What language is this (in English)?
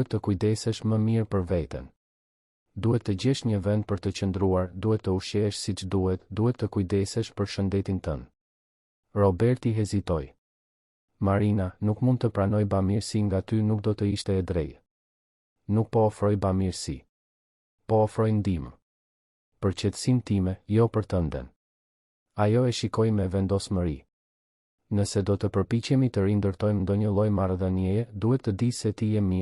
Albanian